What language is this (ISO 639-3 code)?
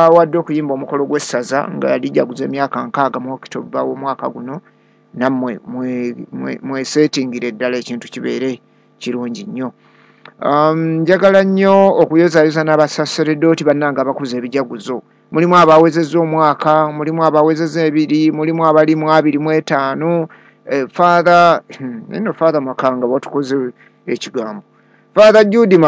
lug